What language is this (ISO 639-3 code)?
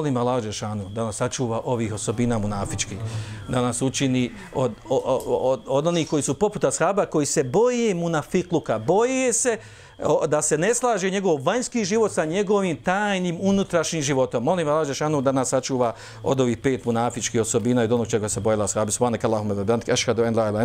bos